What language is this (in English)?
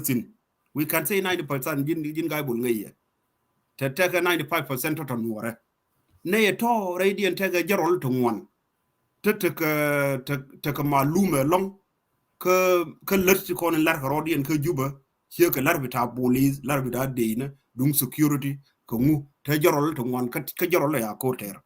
Nuer